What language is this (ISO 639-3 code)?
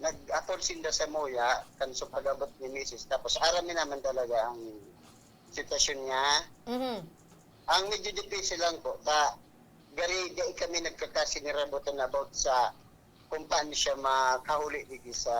bik